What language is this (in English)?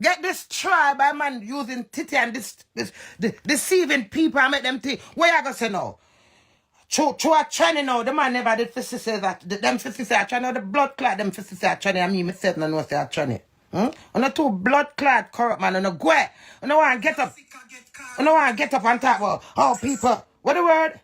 Jamaican Creole English